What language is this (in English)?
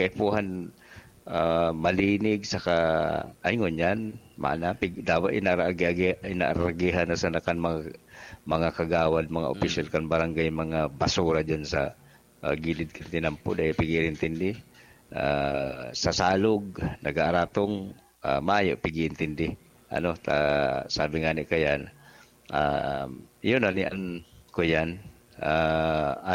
Bikol